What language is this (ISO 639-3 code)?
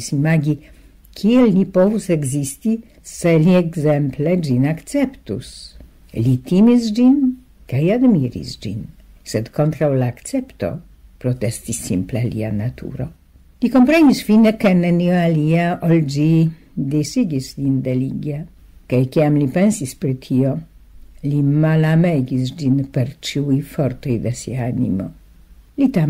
epo